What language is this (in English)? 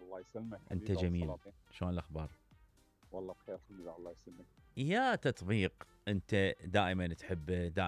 Mesopotamian Arabic